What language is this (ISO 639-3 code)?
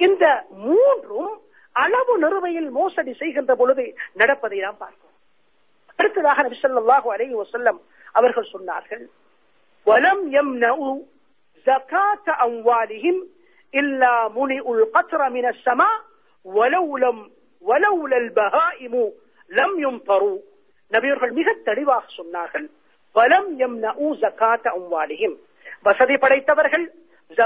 tam